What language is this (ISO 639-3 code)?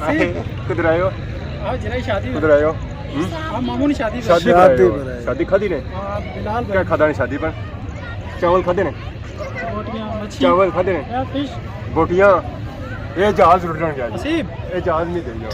phr